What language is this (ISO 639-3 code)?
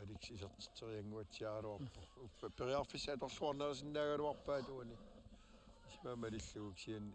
kal